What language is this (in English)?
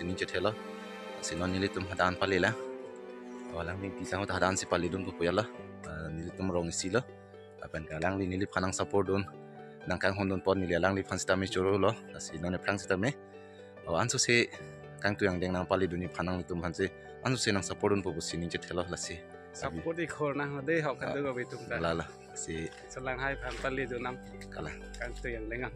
Karbi